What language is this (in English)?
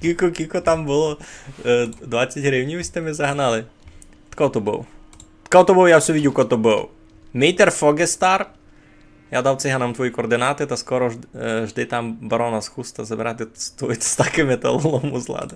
Rusyn